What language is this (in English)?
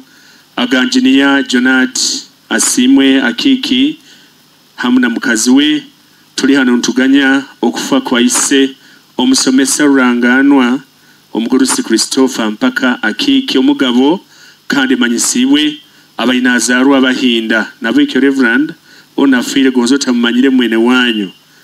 Nyoro